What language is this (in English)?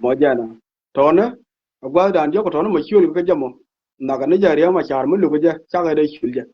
Nuer